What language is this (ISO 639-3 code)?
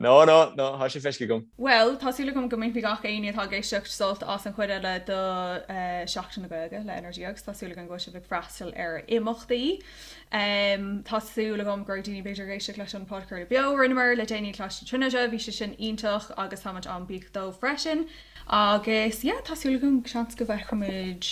gle